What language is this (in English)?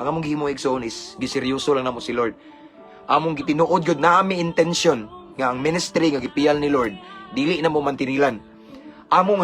Cebuano